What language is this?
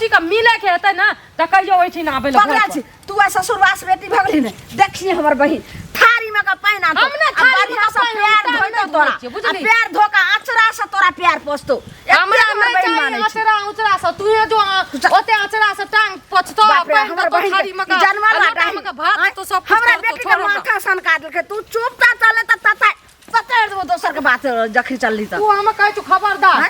Maithili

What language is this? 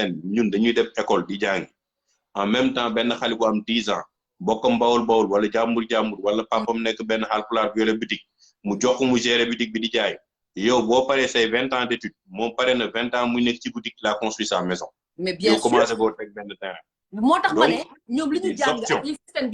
Wolof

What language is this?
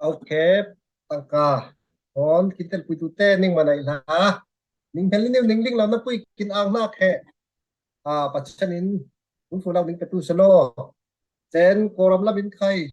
Falam Chin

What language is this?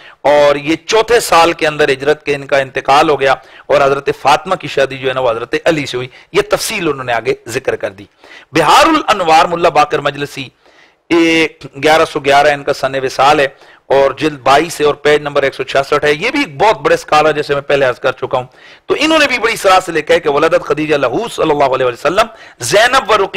Urdu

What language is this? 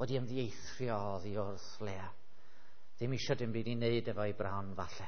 Welsh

